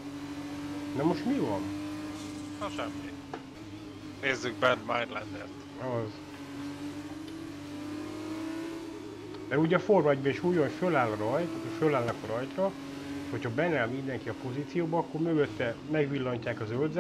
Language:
Hungarian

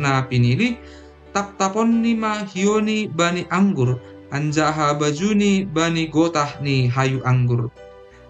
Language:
Batak Simalungun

